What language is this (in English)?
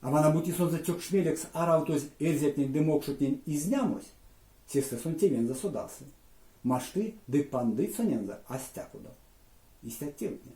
Erzya